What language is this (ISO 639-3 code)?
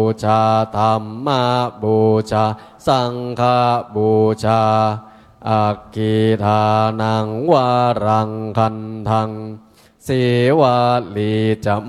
pli